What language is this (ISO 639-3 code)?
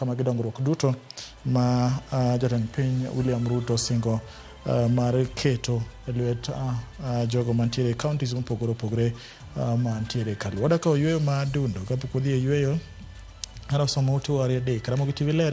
luo